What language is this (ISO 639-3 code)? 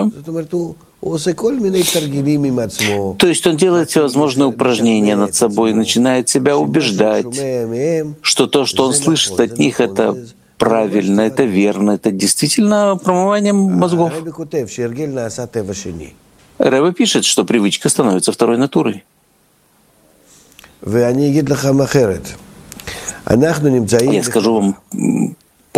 rus